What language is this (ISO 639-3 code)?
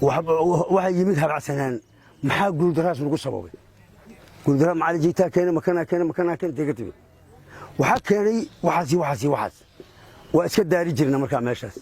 som